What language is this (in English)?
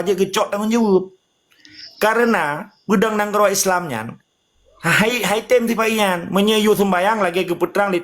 Achinese